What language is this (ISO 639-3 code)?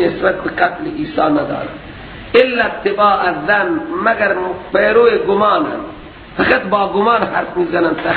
fas